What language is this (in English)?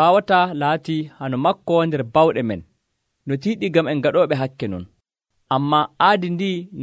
Nigerian Fulfulde